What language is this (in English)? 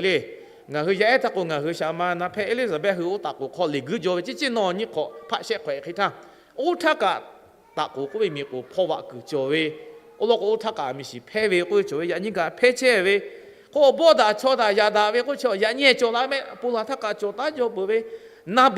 Lahu